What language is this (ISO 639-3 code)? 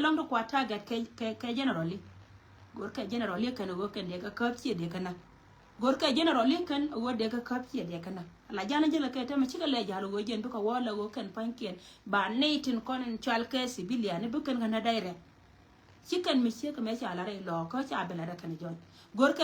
nus